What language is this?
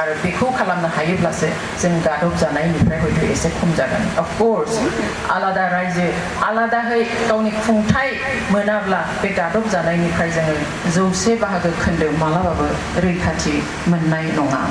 Bodo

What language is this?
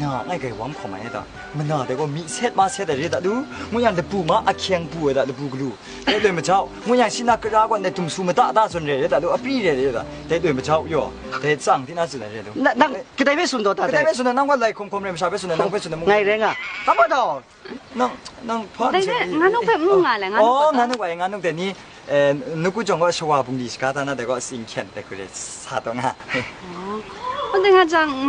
Kachin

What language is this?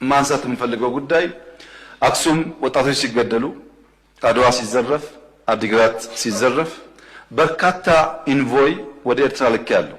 Amharic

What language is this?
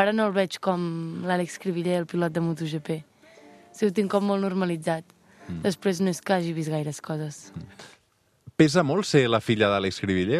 Catalan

